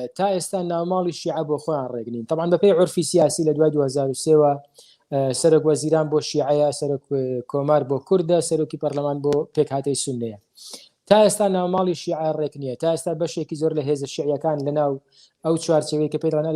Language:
Central Kurdish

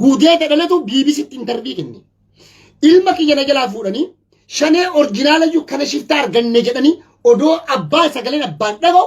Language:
Oromo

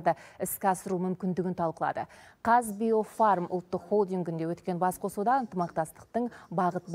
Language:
Kazakh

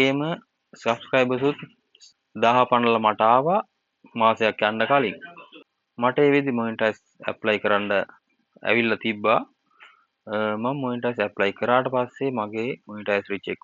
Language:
Sinhala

